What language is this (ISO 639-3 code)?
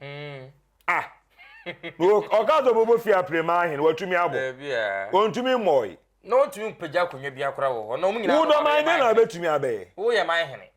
aka